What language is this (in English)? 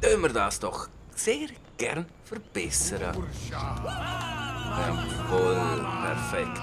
Swiss German